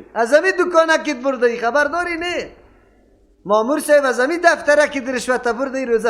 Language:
Persian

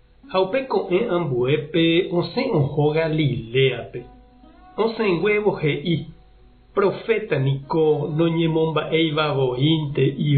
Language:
Guarani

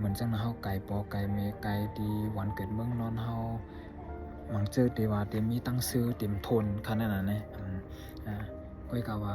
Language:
Shan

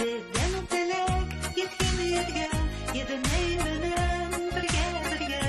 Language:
Bashkir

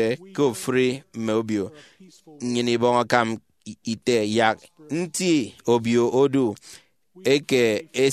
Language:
Efik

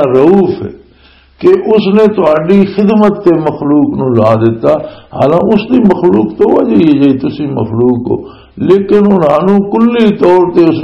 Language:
Western Panjabi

